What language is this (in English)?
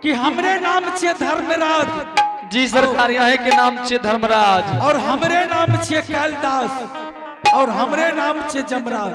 Angika